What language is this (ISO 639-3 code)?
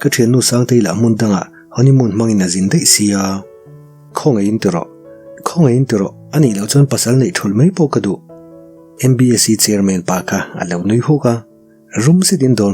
lus